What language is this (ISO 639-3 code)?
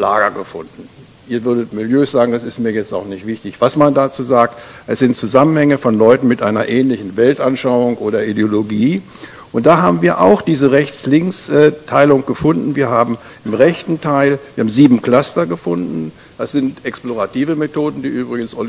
deu